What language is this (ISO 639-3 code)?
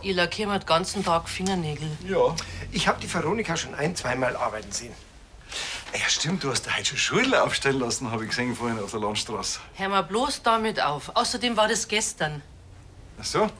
bar